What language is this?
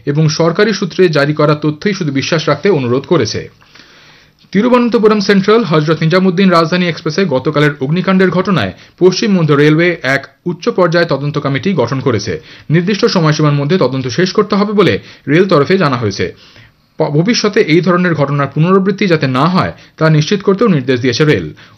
Bangla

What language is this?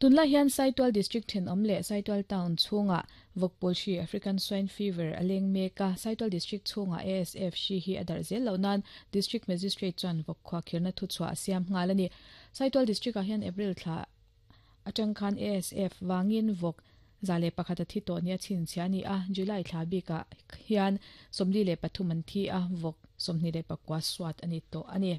Mizo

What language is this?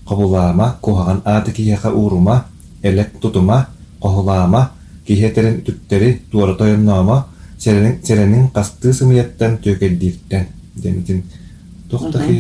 Yakut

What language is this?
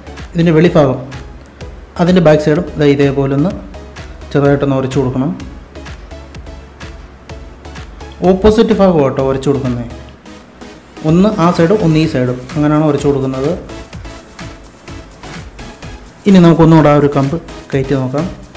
Malayalam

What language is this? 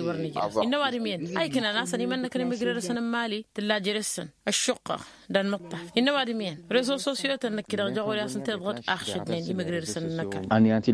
Tamasheq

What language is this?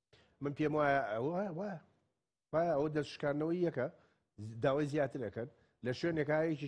Central Kurdish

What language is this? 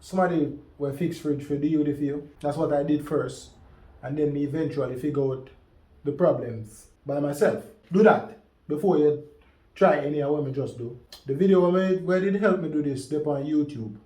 Jamaican Creole English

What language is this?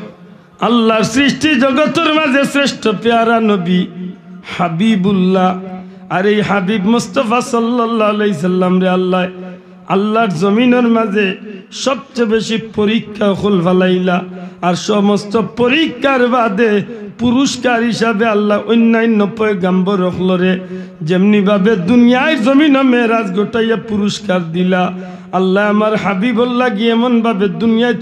Sylheti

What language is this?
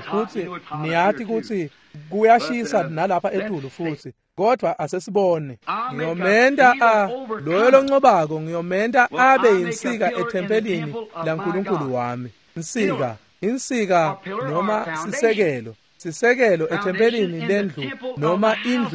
Swati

